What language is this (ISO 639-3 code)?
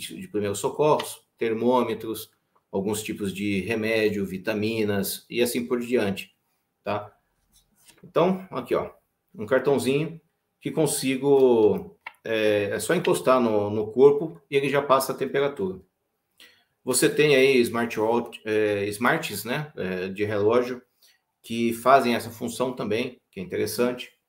por